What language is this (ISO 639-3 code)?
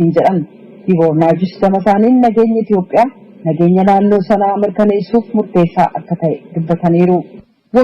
orm